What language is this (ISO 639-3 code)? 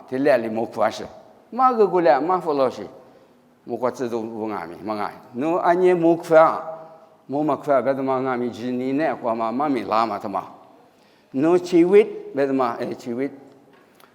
lis